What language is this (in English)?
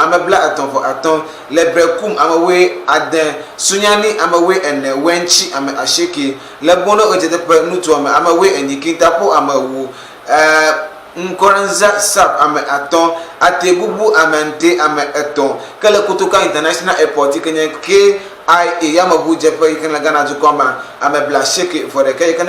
Ewe